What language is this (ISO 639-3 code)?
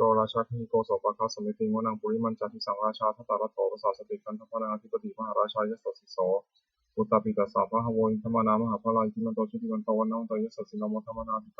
pli